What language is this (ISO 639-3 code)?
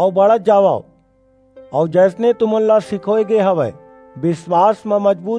hne